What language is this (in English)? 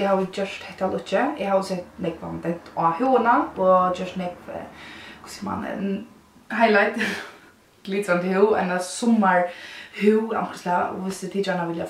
Faroese